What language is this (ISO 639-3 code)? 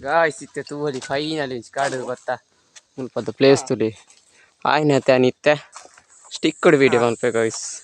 tcy